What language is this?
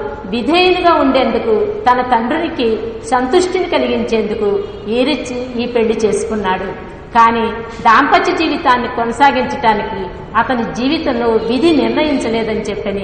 Telugu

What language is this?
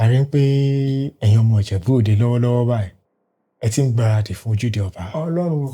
Yoruba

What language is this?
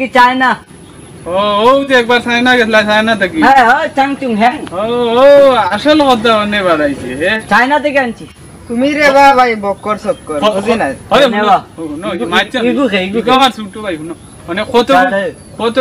Sylheti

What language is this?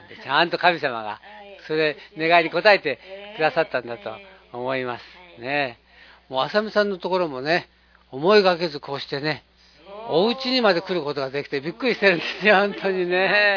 Japanese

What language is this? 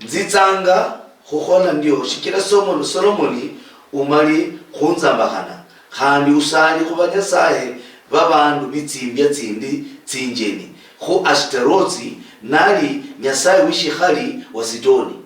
Luyia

